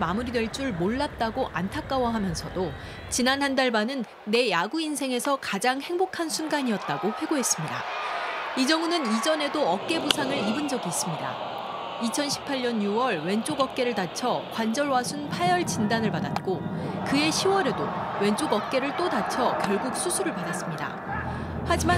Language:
Korean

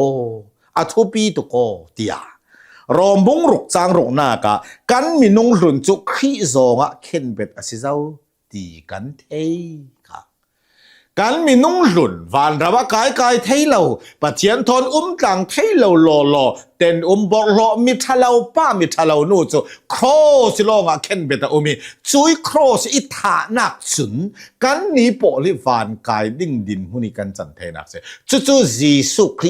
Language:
Hakha Chin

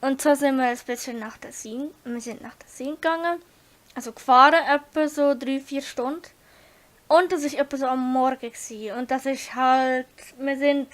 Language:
Swiss German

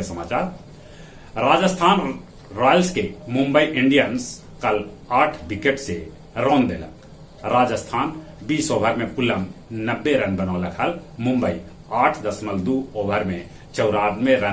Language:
Magahi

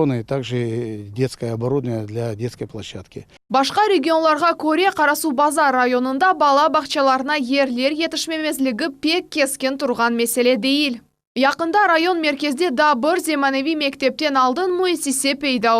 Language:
Crimean Tatar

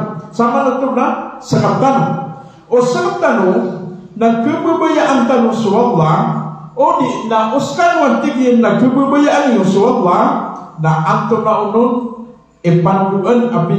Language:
Maranao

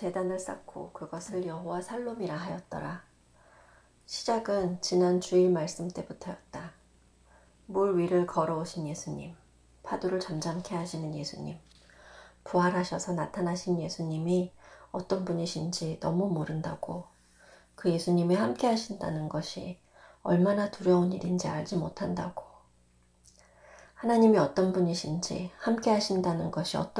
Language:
Korean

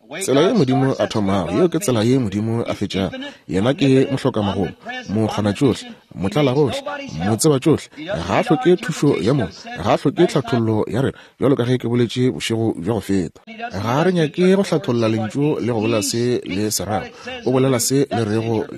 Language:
Northern Sotho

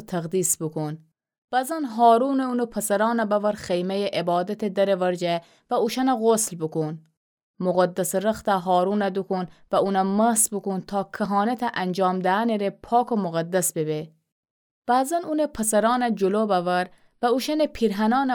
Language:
Gilaki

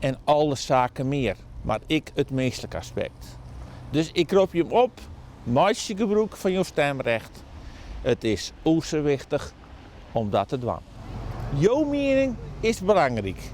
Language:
Western Frisian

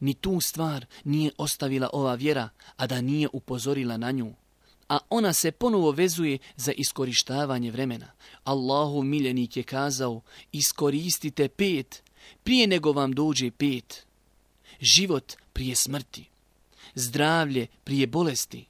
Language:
Bosnian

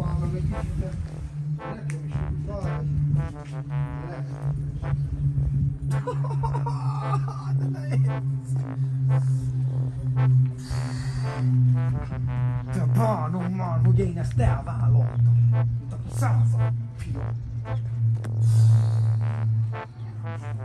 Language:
Hungarian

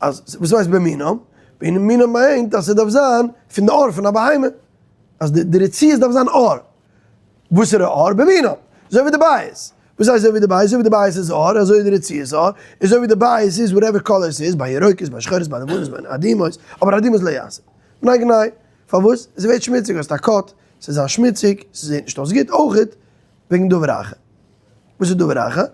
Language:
Yiddish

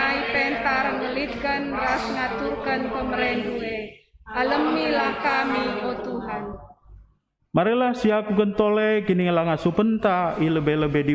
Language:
Batak Karo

